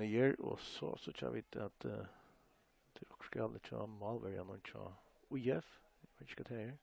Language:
Faroese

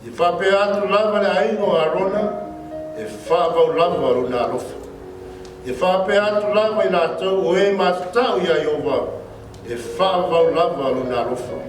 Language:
Samoan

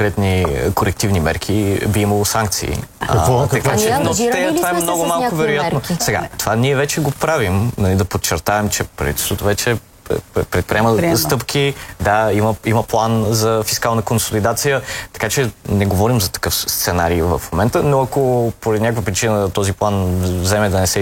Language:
Bulgarian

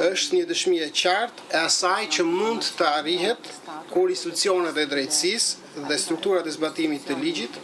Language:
Albanian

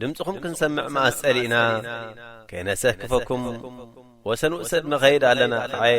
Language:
Tigrinya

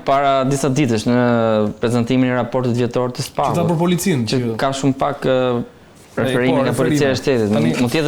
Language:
Albanian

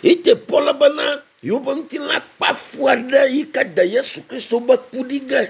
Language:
Ewe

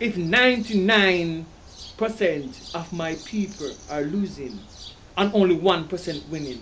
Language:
Jamaican Creole English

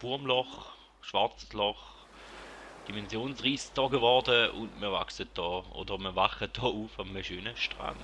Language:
Swiss German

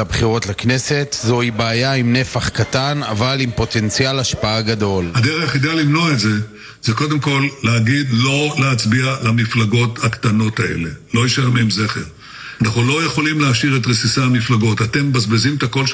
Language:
Hebrew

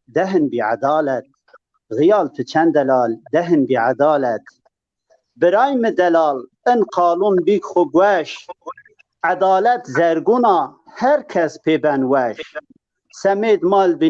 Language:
Zaza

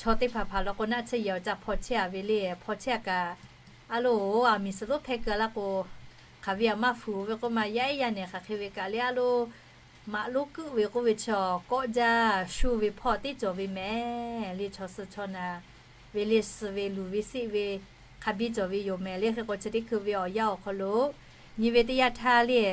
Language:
Lahu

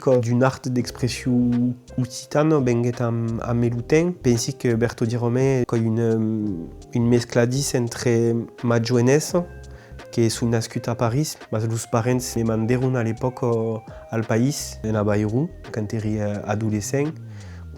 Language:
Occitan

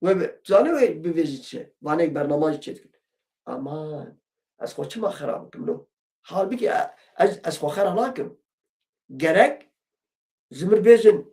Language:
Kurdish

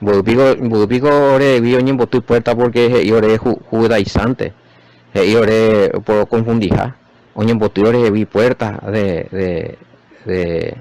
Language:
Guarani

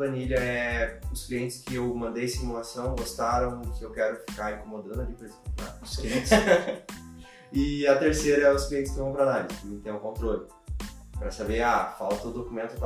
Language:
Portuguese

